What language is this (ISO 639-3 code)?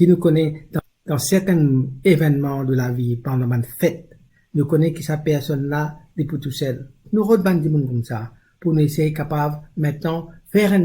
mfe